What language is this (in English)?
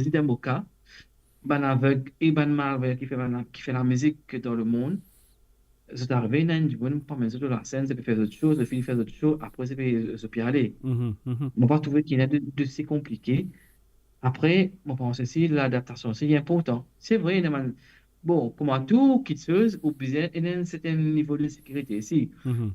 Morisyen